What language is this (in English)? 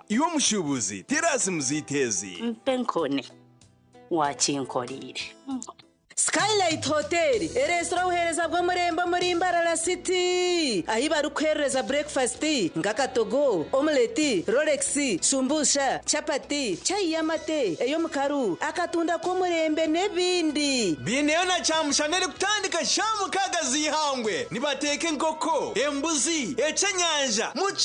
Nyankole